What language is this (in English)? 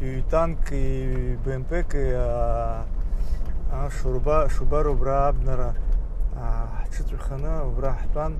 Abkhazian